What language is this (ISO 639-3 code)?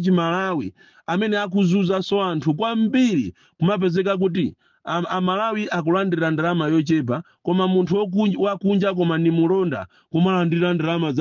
nya